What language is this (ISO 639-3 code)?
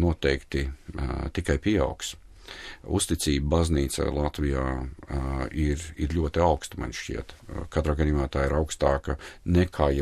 lav